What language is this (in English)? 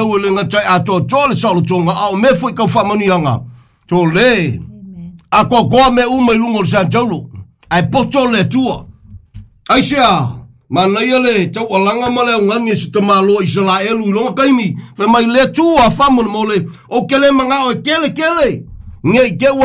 Samoan